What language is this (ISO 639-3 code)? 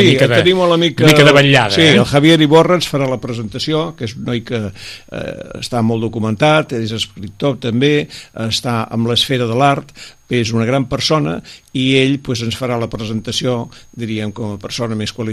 cat